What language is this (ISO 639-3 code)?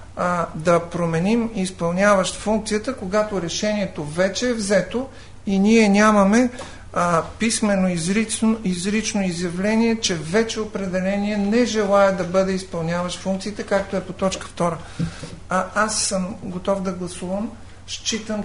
bul